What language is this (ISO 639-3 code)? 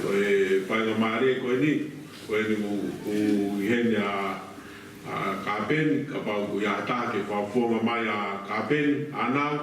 ton